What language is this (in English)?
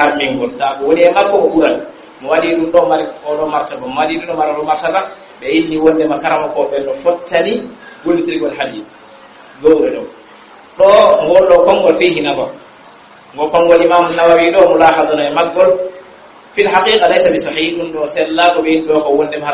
Pular